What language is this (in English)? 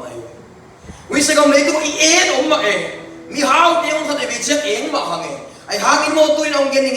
Tedim Chin